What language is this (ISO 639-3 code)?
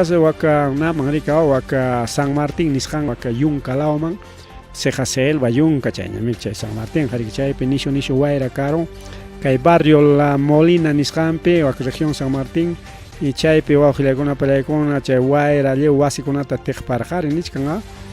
quy